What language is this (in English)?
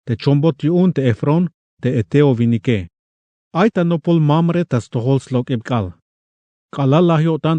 Tzeltal